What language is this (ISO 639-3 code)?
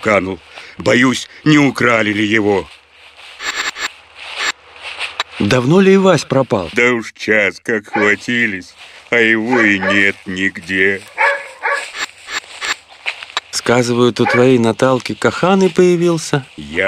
rus